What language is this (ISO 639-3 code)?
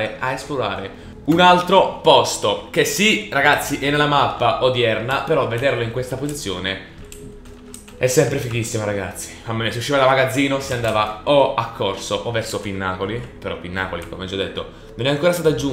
ita